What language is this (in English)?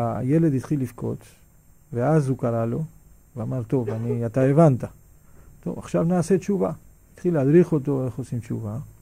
Hebrew